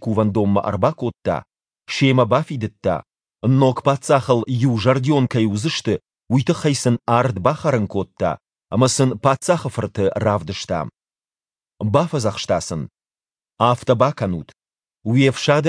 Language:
Ossetic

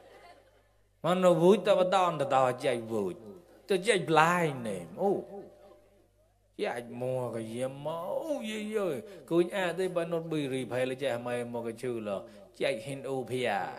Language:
Mon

